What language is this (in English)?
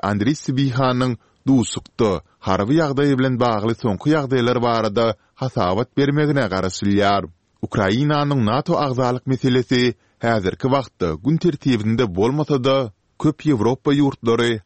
Turkmen